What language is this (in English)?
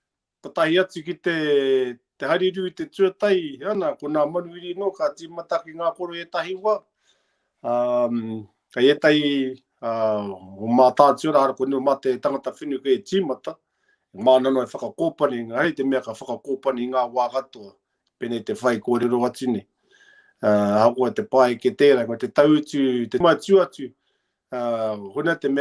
Māori